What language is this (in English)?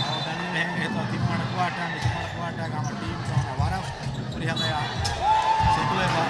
Divehi